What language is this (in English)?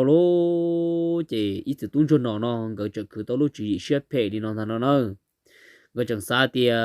Hmong